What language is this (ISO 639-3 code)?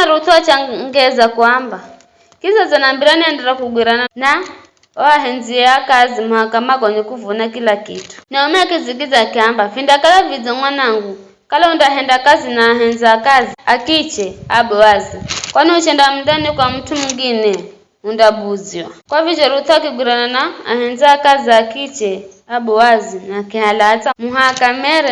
nyf